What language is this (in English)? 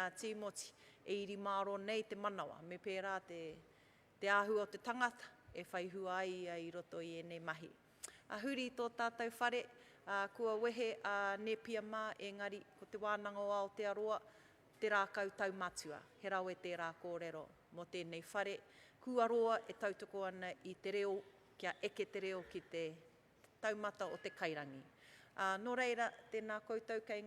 Māori